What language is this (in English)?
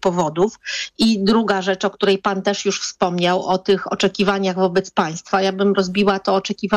Polish